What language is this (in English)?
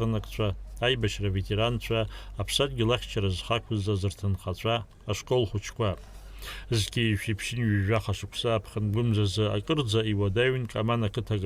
Abkhazian